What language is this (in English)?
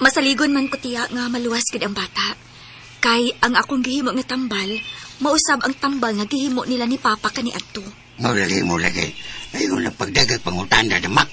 Cebuano